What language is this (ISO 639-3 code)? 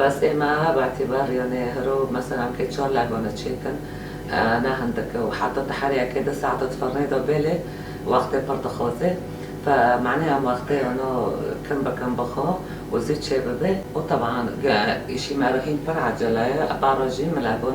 kur